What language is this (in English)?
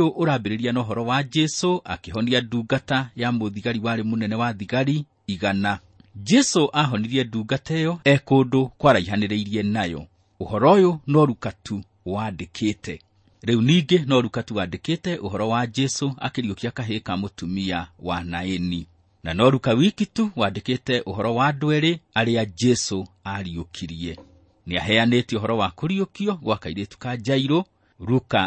Kikuyu